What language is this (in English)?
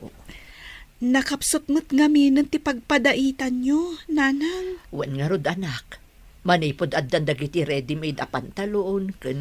Iloko